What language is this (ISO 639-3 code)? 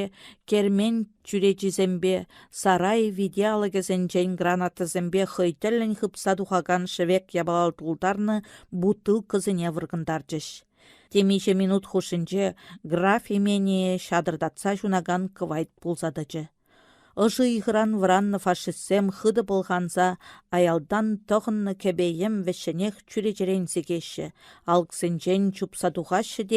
chv